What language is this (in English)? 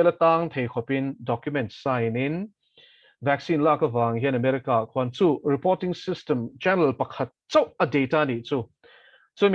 Mizo